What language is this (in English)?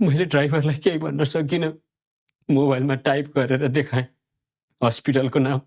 Nepali